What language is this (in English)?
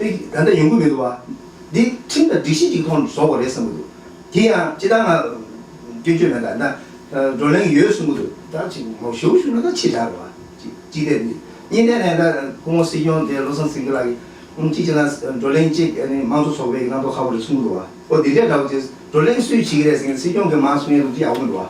Tibetan